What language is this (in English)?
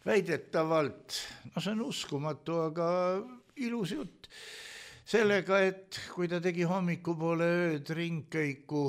Estonian